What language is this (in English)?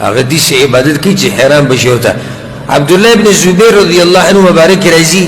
Pashto